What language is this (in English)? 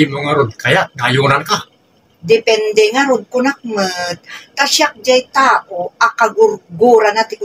Iloko